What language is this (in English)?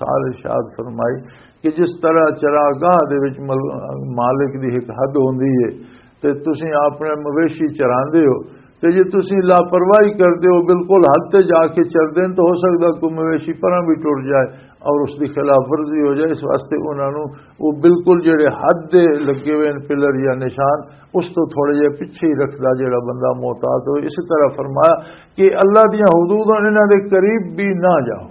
Western Panjabi